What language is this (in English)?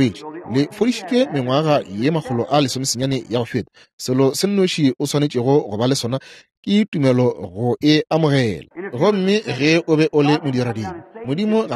Northern Sotho